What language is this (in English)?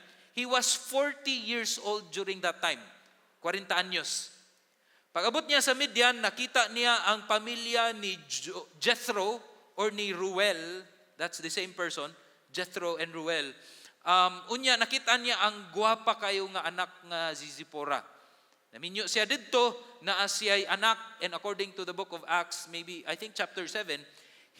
Cebuano